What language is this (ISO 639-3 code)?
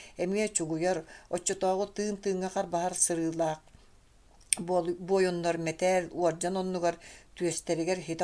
sah